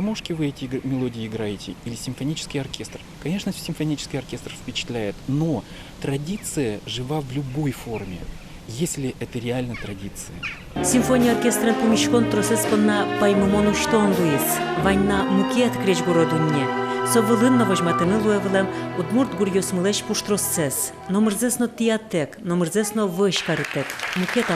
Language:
Udmurt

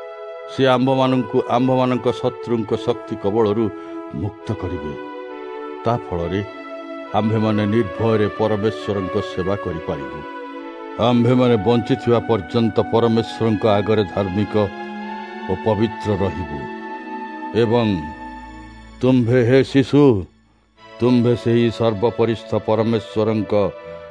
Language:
Odia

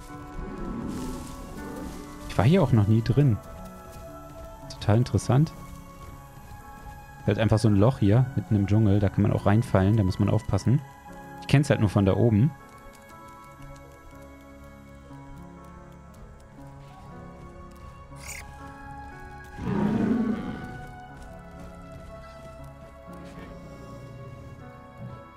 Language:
German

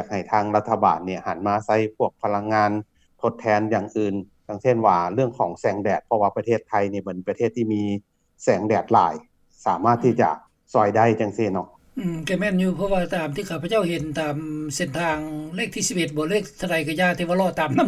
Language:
Lao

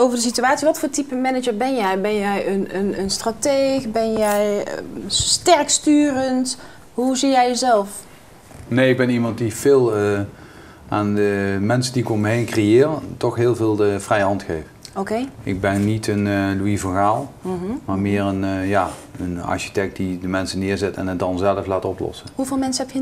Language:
Dutch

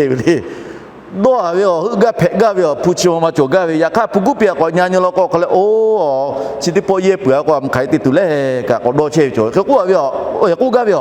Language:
Lahu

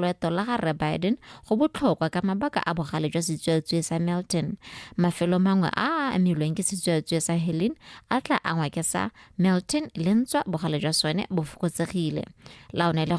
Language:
Tswana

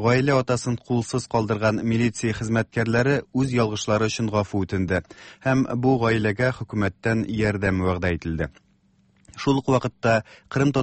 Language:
Tatar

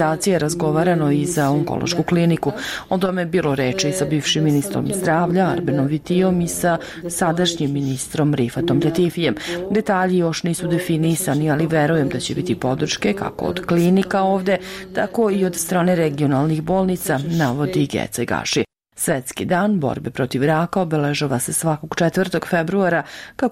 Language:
Serbian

